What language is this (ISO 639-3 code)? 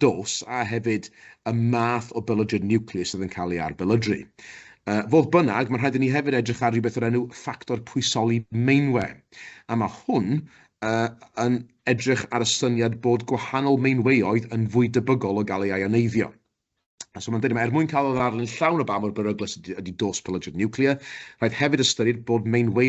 cym